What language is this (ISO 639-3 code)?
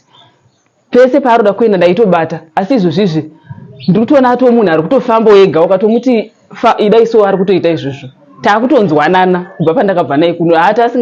sna